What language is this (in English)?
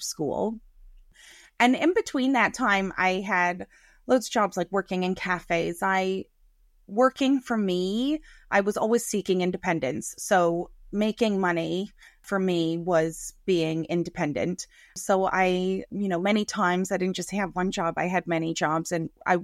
English